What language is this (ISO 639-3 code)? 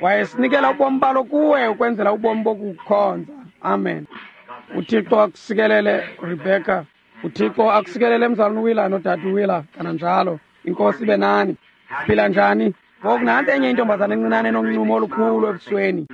xho